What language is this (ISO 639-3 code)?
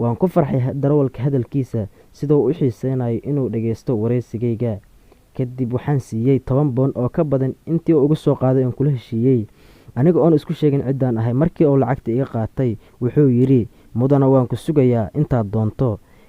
som